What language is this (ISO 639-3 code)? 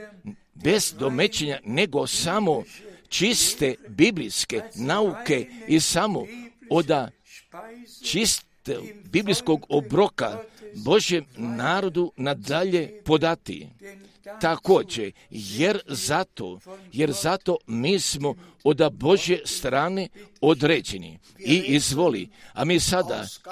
hrv